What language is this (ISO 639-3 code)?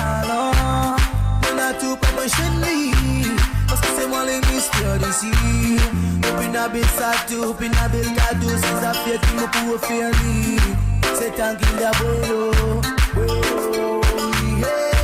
mfe